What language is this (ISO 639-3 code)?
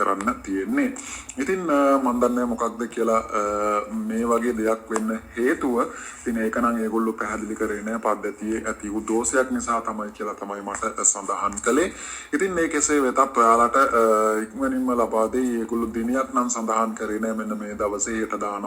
sin